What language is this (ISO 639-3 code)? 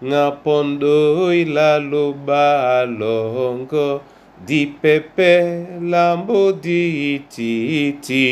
dua